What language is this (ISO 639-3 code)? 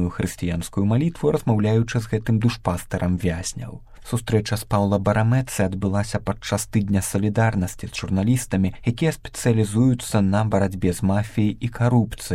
bel